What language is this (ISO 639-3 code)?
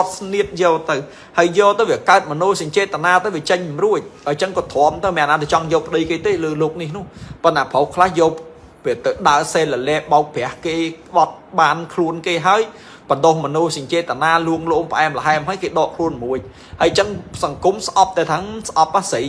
khm